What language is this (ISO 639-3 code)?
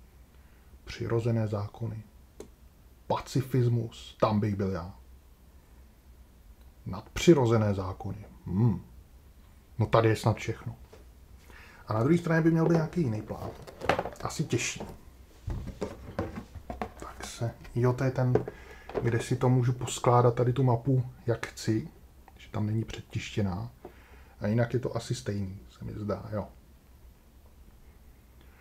ces